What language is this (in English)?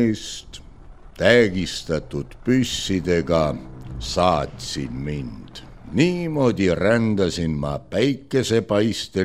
Estonian